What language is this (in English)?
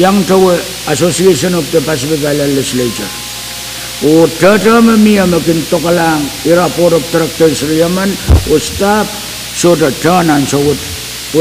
Pohnpeian